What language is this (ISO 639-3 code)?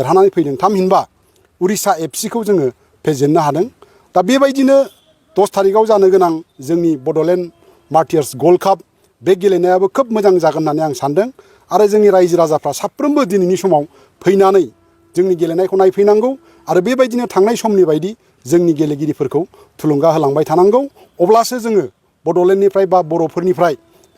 brx